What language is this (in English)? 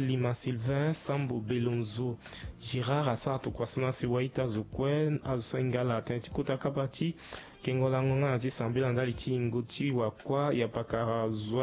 Sango